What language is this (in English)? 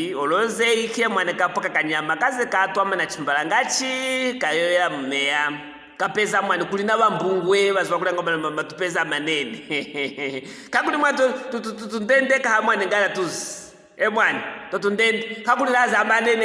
Luvale